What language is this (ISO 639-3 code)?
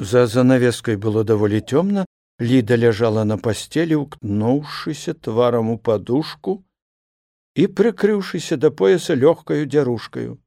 bel